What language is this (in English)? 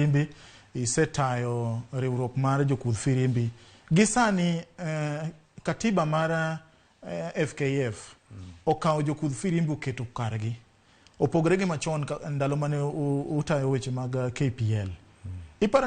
Luo (Kenya and Tanzania)